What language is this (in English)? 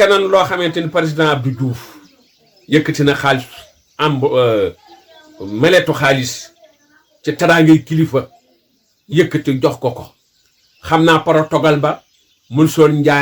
Wolof